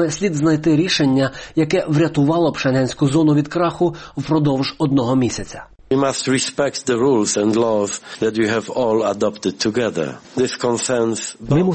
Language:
Ukrainian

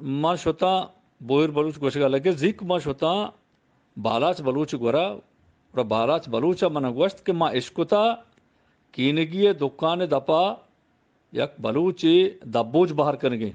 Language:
Eastern Balochi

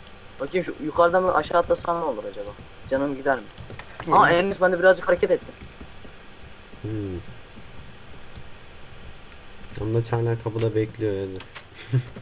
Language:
Turkish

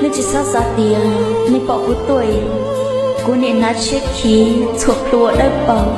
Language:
Hmong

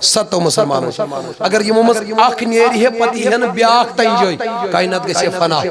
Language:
Kashmiri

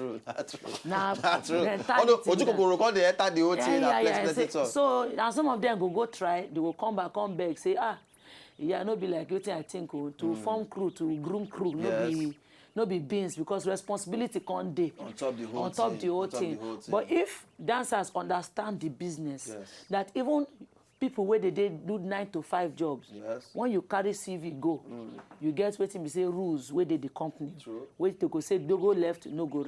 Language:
Nigerian Pidgin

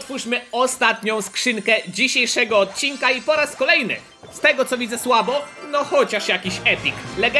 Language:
Polish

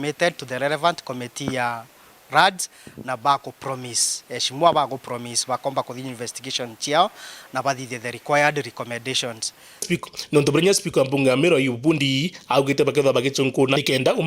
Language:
Meru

